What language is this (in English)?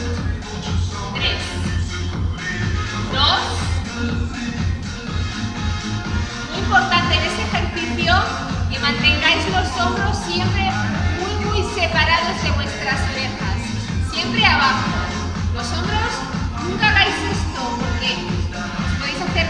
Spanish